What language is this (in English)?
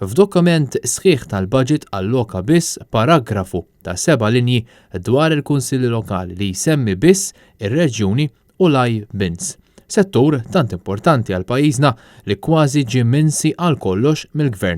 Maltese